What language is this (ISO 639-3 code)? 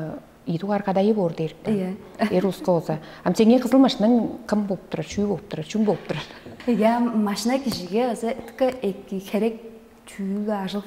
tyv